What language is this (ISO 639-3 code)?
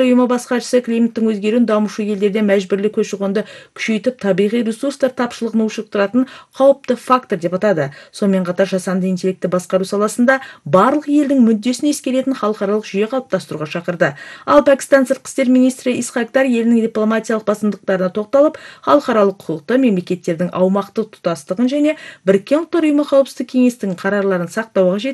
kir